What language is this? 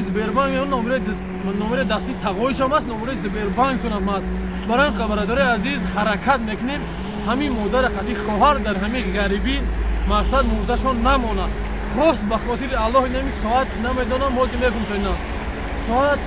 Tajik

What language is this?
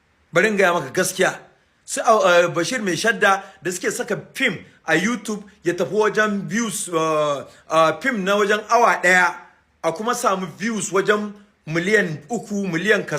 Hausa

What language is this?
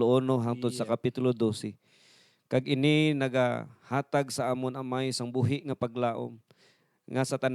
Hiligaynon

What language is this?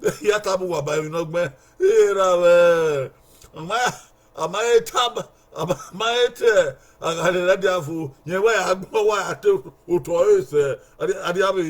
Bini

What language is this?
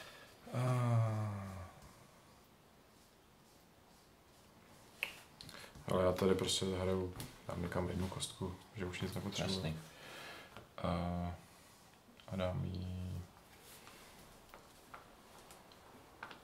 Czech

